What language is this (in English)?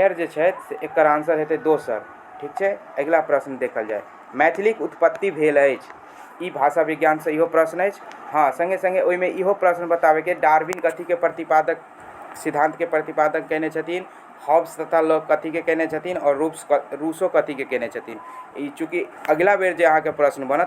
Maithili